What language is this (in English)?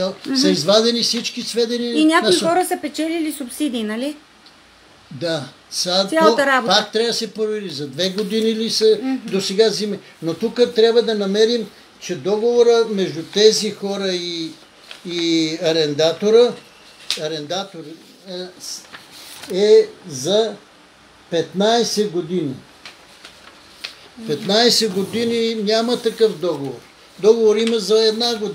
Bulgarian